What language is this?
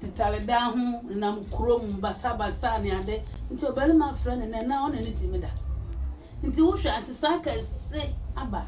Akan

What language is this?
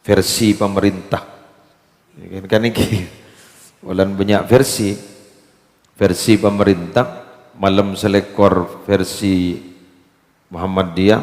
Madurese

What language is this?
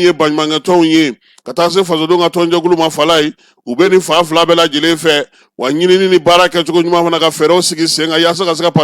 Bambara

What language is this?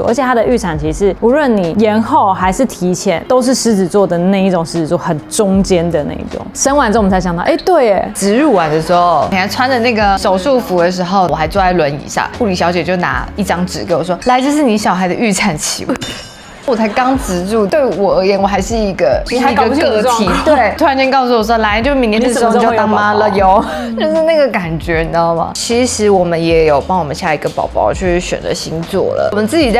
Chinese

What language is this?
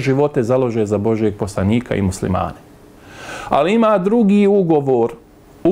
Bosnian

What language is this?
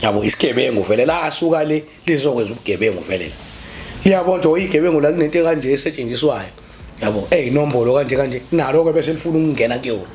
Zulu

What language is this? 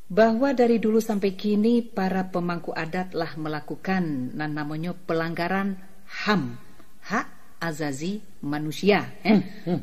Minangkabau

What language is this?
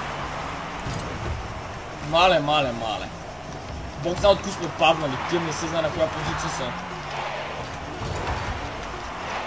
Bulgarian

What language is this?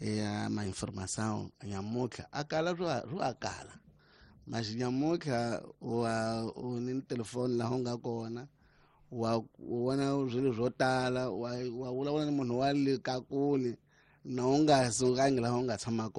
Tsonga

